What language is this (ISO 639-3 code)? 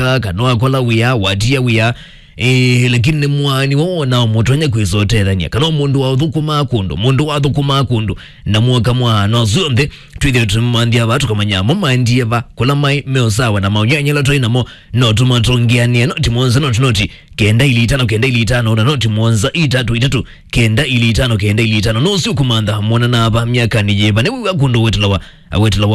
kam